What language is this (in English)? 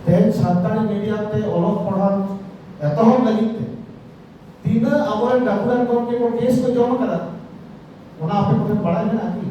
Santali